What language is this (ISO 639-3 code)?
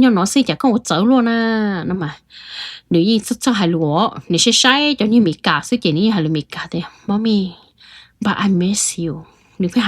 hmn